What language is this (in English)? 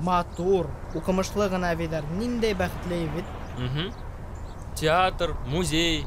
Bashkir